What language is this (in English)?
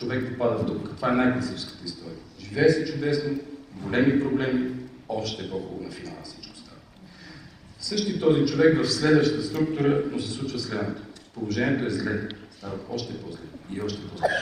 Bulgarian